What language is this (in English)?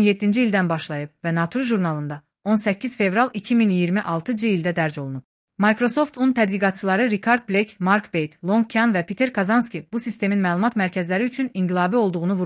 Azerbaijani